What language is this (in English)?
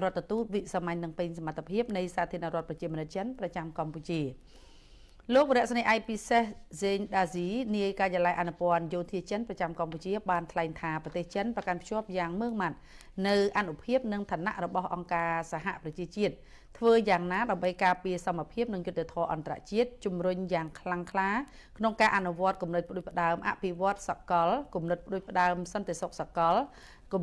Khmer